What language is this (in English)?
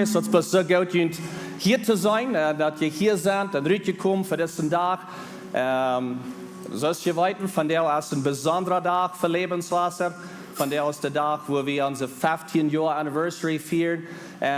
Plautdietsch